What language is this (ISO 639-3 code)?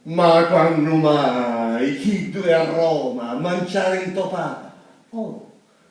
scn